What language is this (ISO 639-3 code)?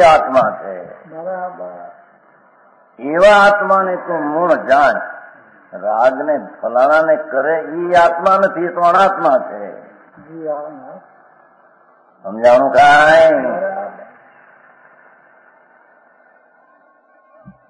guj